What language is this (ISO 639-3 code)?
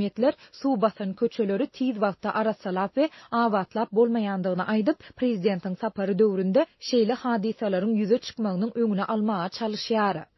tuk